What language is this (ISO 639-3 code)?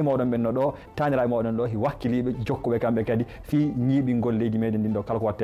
ful